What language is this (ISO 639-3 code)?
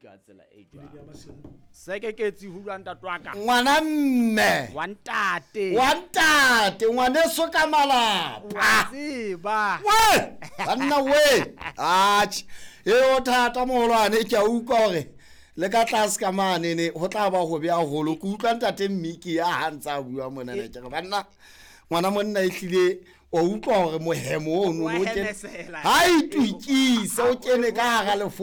sot